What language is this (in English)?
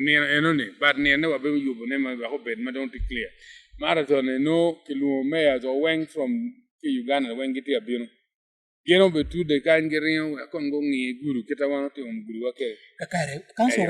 Acoli